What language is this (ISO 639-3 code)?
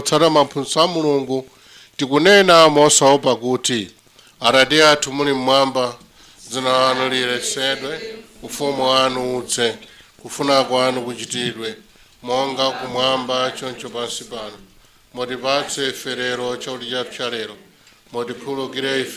nya